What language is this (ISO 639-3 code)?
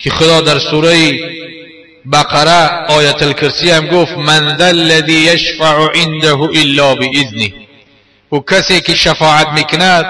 tgk